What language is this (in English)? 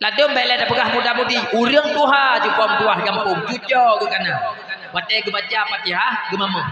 Achinese